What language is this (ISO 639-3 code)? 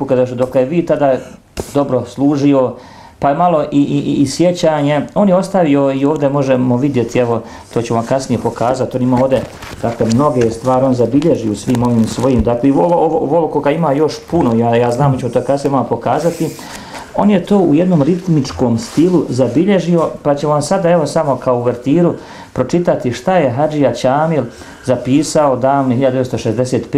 bos